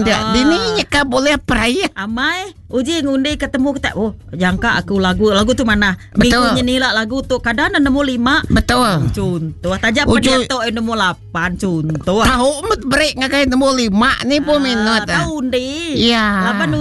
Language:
Iban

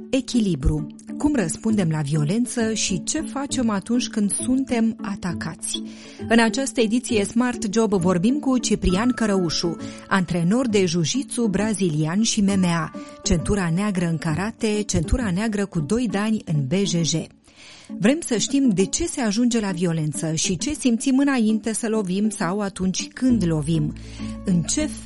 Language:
Romanian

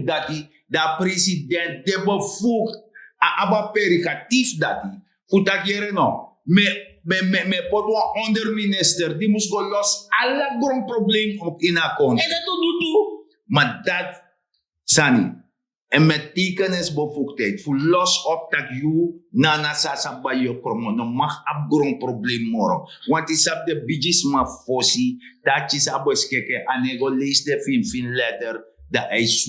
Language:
Sranan Tongo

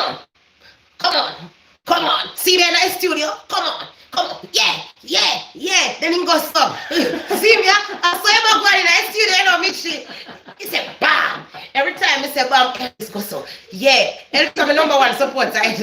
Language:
Jamaican Creole English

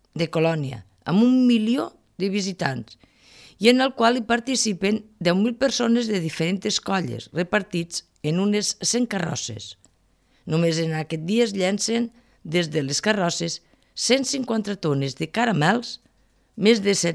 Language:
Catalan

